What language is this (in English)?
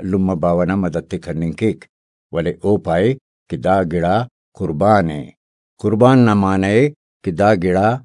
Brahui